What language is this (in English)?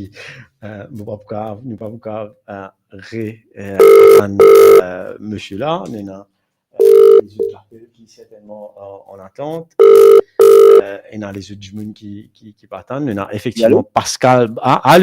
Morisyen